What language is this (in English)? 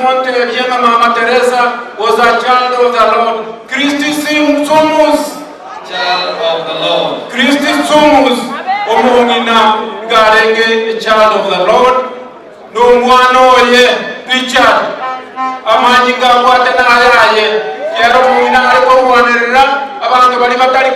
Gusii